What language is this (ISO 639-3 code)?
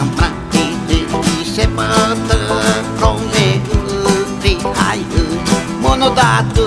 xav